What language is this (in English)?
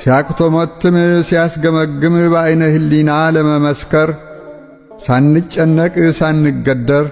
Amharic